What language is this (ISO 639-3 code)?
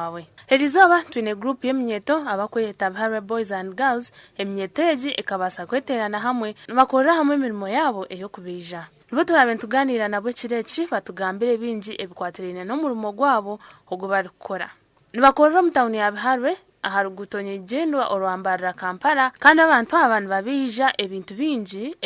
nyn